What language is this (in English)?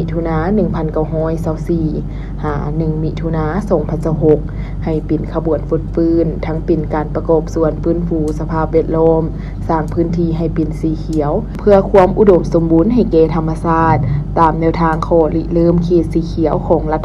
Lao